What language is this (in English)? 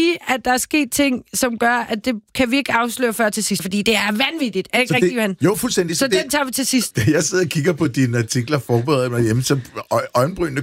Danish